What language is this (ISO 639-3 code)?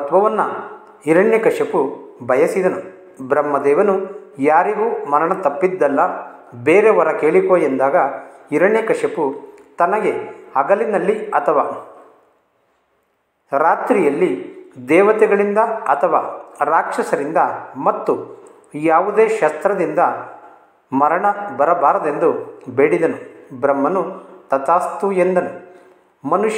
kan